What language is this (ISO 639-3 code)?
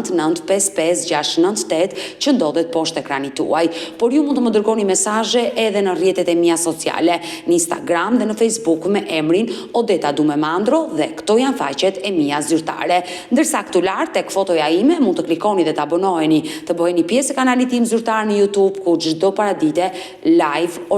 sqi